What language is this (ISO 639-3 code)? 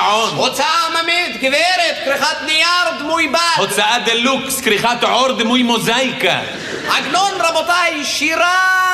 heb